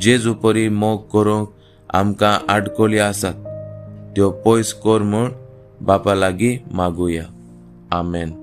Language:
Konkani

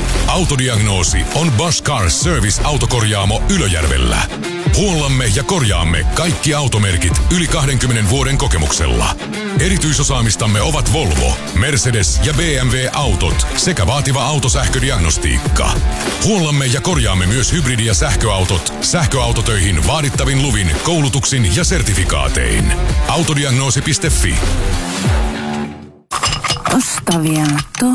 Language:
Finnish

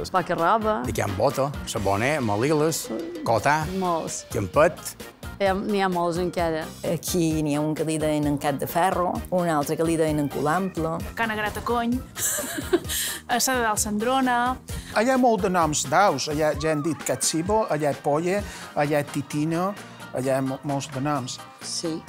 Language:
Catalan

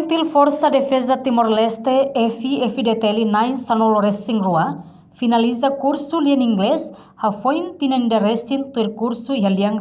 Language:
Tetum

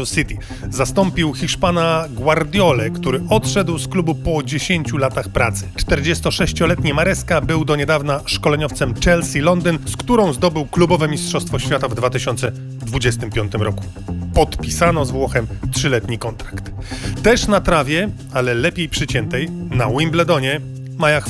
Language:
Polish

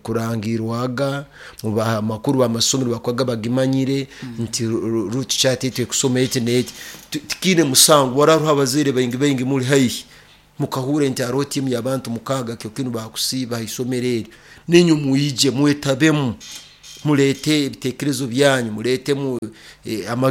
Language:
Nyoro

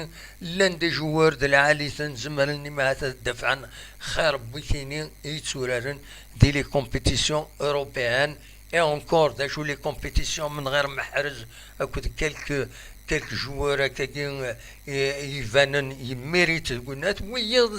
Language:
Kabyle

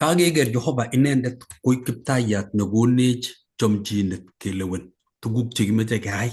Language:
Kalenjin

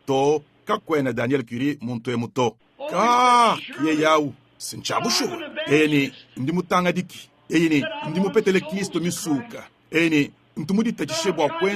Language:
Luba-Lulua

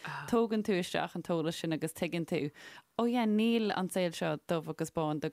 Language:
Irish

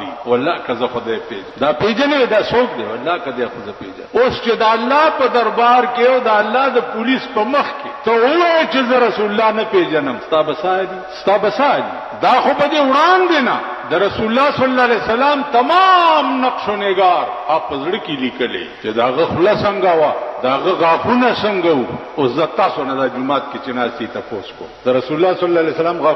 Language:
Pashto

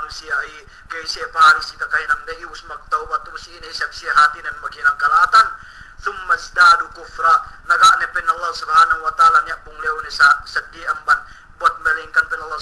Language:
Yakan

